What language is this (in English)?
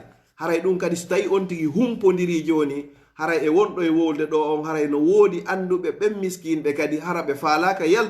Fula